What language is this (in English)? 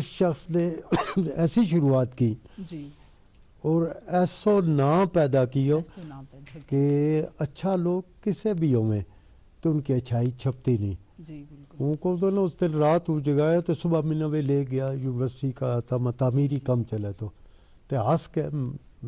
Gujari